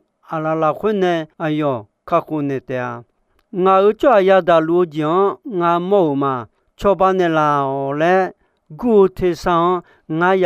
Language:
Akha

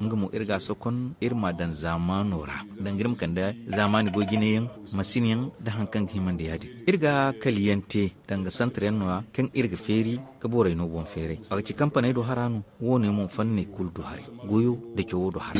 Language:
Zarma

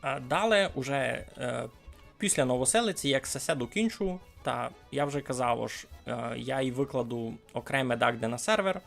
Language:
Rusyn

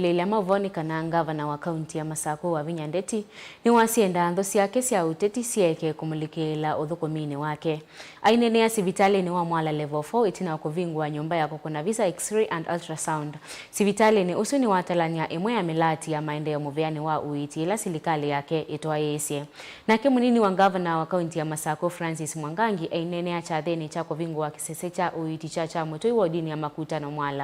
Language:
Kamba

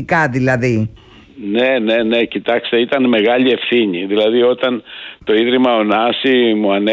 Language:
Greek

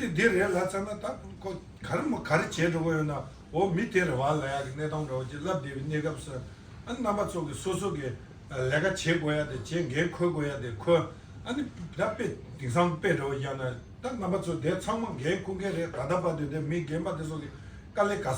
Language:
Tibetan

